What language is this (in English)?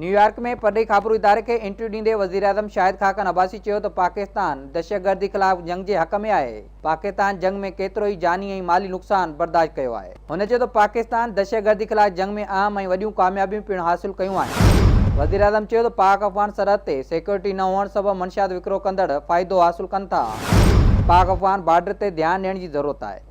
Sindhi